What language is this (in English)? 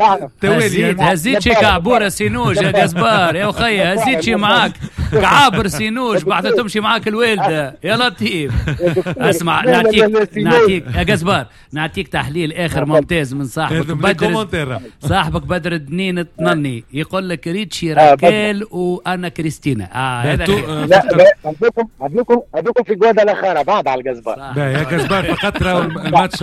Tunisian Arabic